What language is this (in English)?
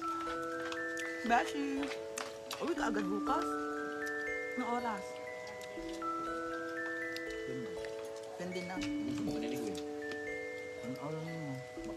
Filipino